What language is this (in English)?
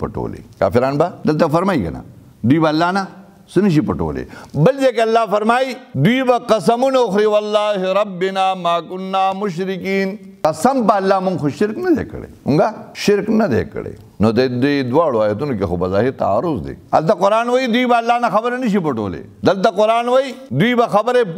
Pashto